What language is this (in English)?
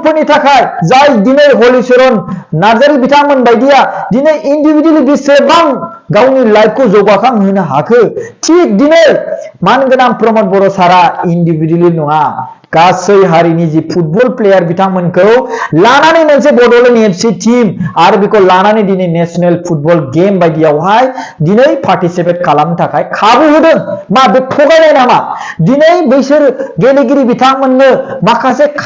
Bodo